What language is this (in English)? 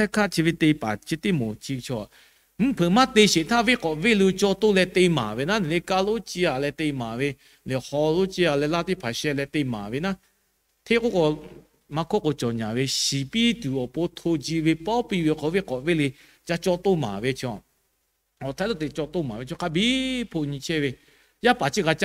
Lahu